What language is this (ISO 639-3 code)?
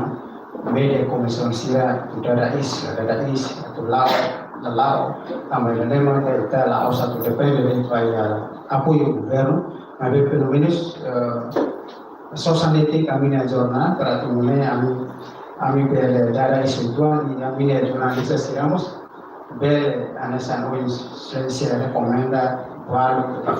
tet